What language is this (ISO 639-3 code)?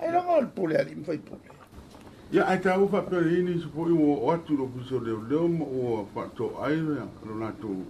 smo